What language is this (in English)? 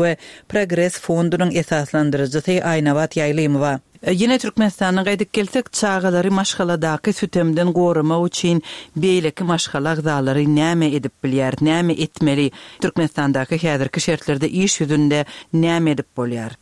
Turkmen